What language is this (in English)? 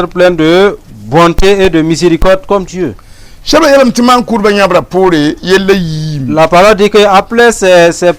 Mossi